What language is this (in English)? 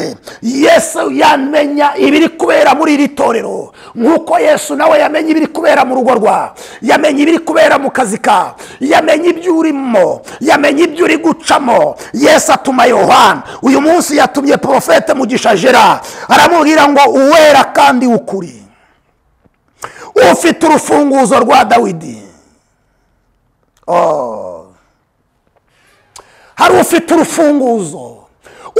Kinyarwanda